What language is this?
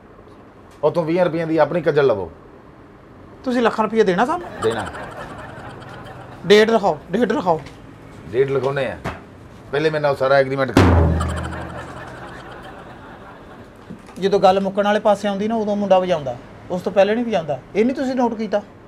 Punjabi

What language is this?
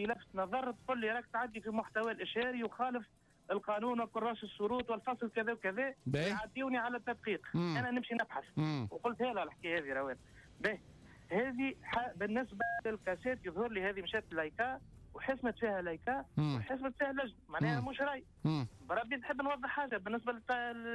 Tunisian Arabic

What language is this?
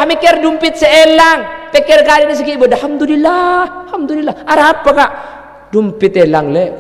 Madurese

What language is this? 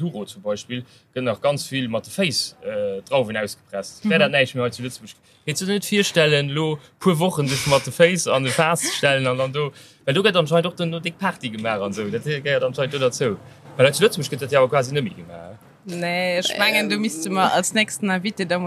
Luxembourgish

